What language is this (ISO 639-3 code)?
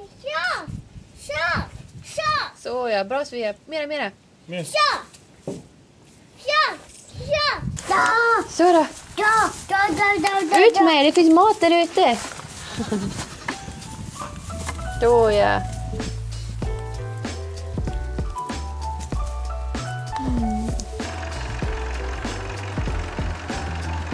swe